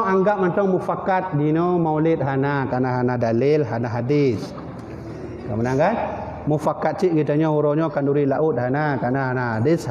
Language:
Achinese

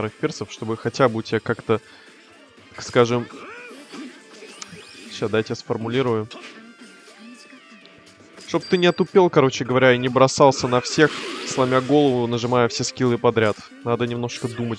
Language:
Russian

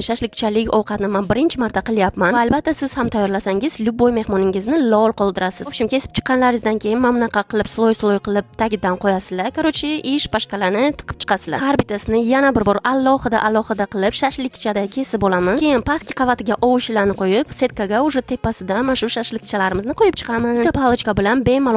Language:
Uzbek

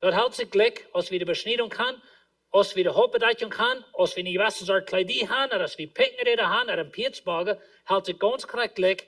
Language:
Plautdietsch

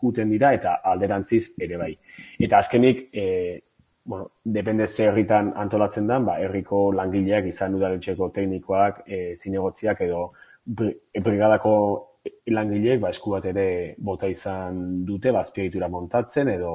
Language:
Basque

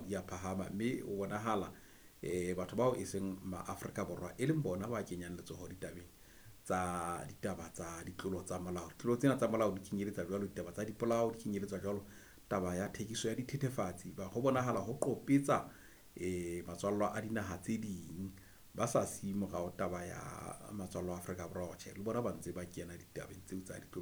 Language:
Southern Sotho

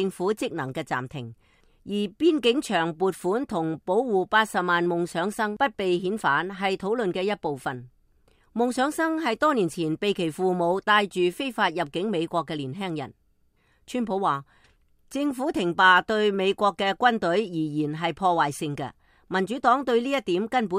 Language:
Cantonese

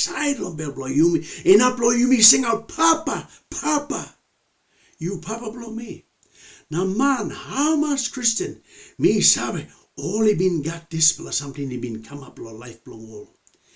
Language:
Tok Pisin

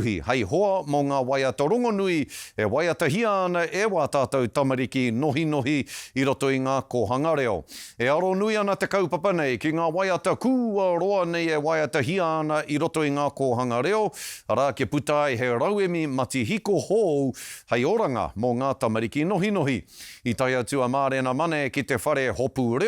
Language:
Māori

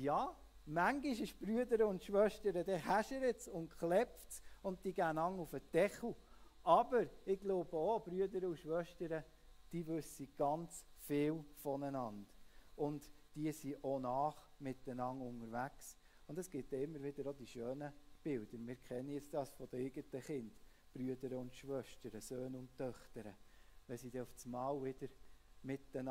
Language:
Swiss German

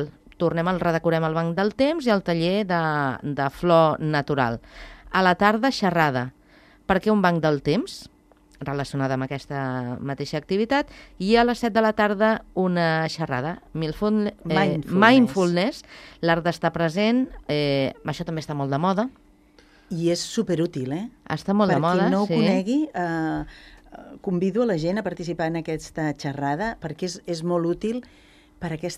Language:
Catalan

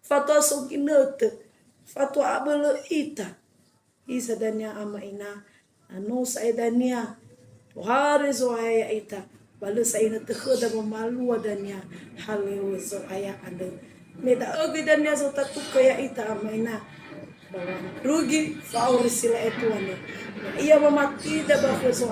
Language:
Nias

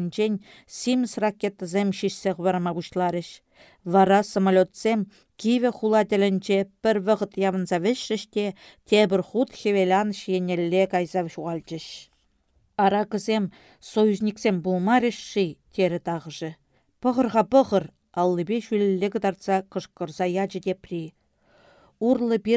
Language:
Chuvash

